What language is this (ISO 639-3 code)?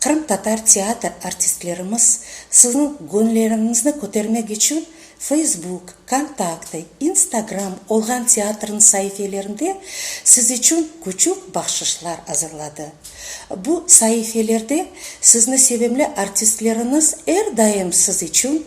crh